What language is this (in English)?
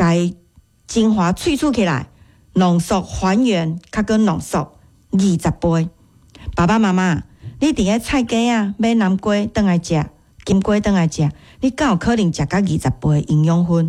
Min Nan Chinese